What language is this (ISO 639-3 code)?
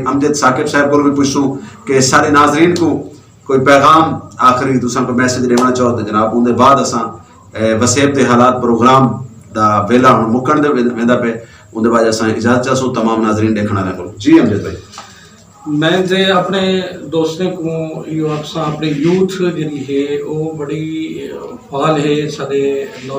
skr